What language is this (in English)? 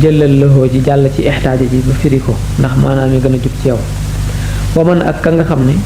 Wolof